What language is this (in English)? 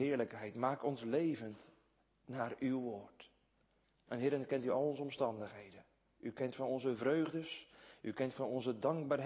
Dutch